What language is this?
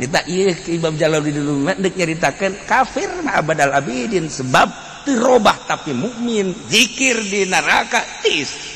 Sundanese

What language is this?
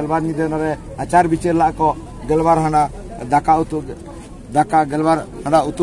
Santali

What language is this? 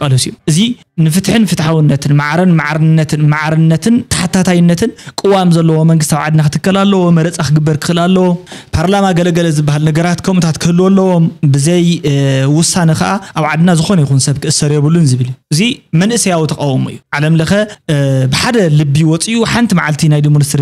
Tigrinya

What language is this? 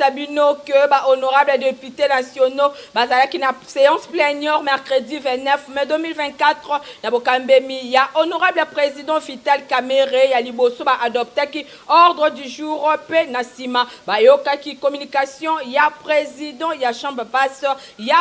Lingala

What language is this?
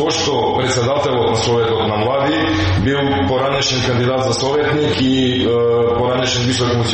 Macedonian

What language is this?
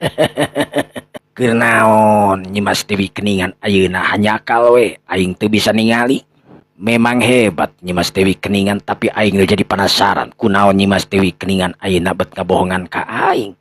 Sundanese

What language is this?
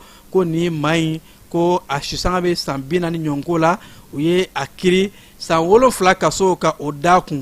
Bambara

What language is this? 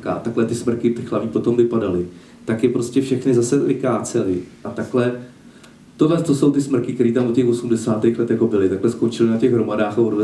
Czech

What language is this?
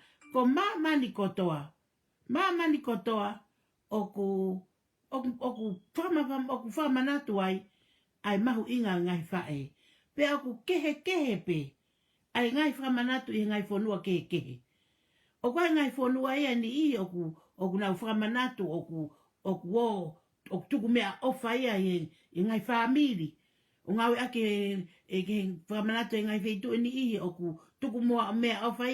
Tongan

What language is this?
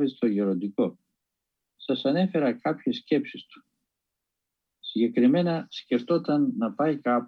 Greek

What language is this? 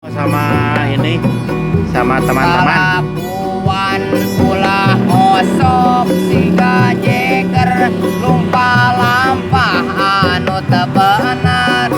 Sundanese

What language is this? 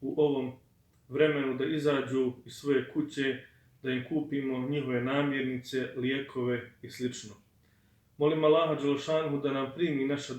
Bosnian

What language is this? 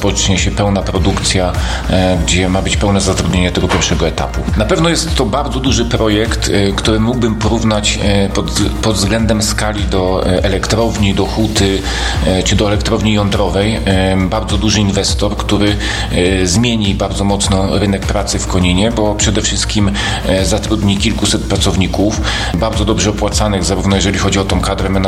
Polish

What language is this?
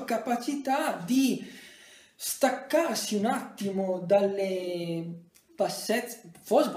Italian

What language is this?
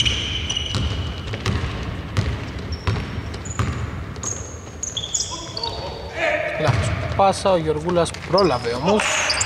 Greek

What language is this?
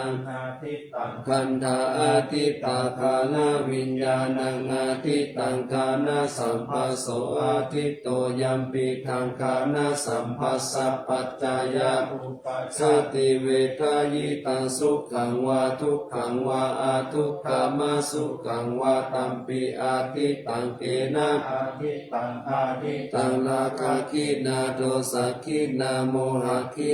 Pali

